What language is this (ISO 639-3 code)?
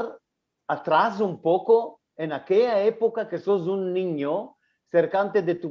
lad